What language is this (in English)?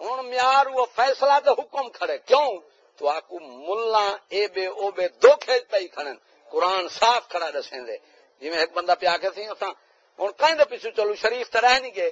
Saraiki